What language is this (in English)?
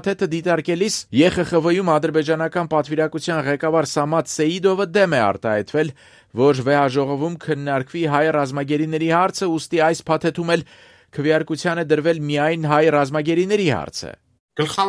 Armenian